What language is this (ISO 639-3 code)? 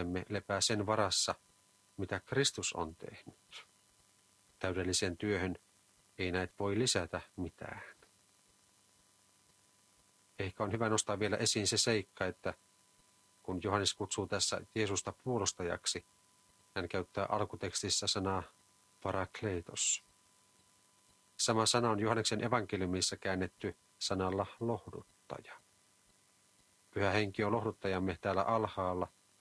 fin